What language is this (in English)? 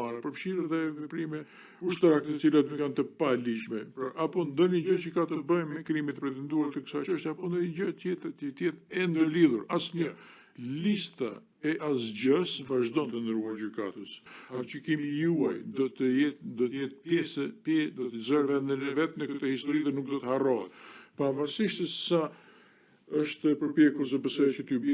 Albanian